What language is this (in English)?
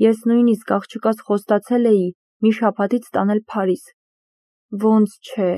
Armenian